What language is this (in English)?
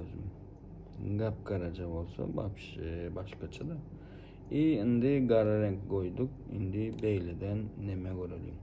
Turkmen